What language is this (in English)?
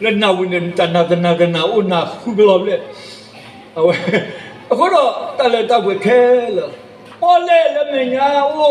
S'gaw Karen